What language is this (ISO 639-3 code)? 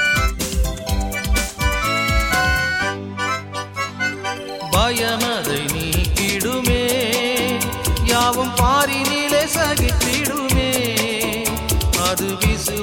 tam